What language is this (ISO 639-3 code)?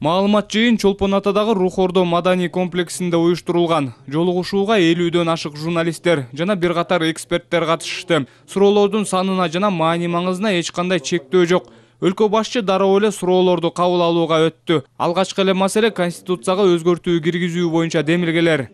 kir